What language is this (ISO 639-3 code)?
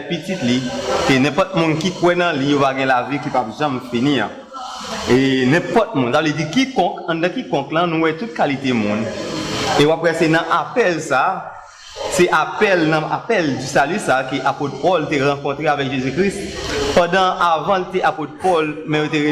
hat